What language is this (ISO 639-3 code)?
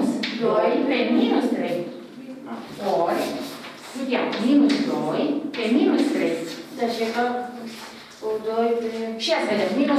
ron